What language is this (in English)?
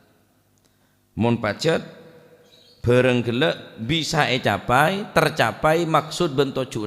Madurese